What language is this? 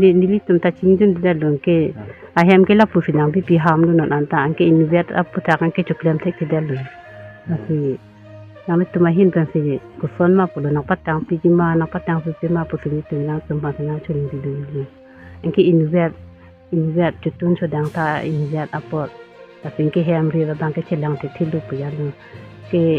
Karbi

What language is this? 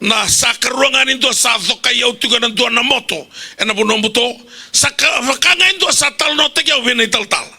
Fijian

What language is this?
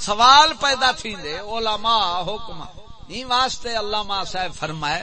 Saraiki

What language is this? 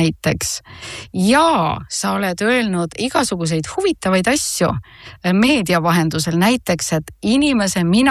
Estonian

